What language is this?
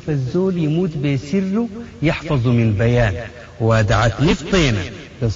Sudanese Arabic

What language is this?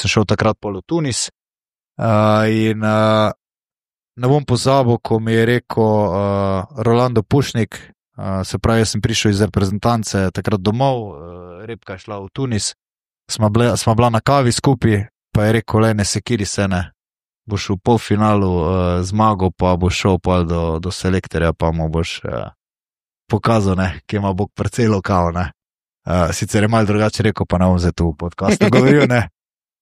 Slovenian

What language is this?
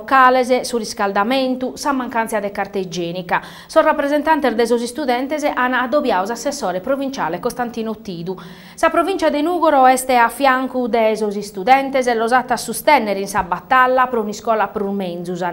Sardinian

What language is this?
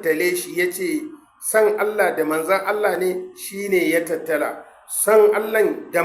Hausa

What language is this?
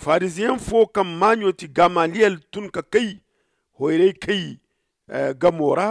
Zarma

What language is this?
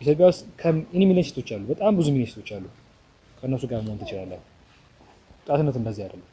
Amharic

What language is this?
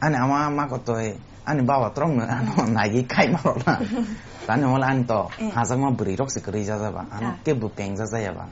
Kok Borok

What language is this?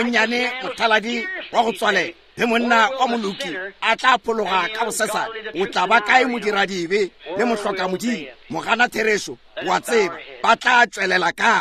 Northern Sotho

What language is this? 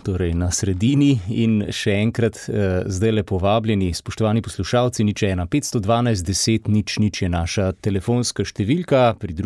Slovenian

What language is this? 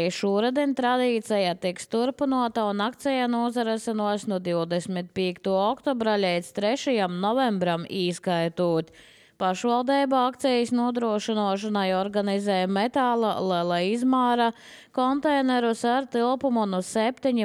Latvian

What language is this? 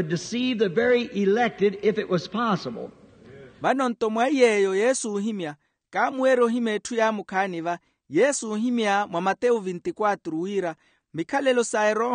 Makhuwa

